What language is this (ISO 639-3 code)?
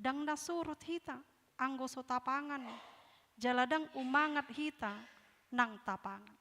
bbc